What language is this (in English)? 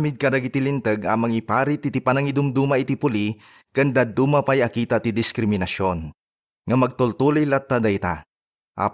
Iloko